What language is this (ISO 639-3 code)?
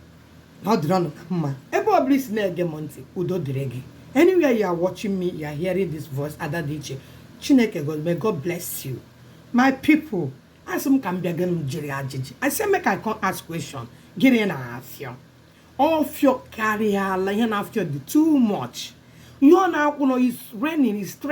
ibo